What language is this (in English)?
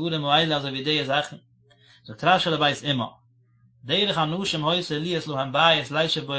Yiddish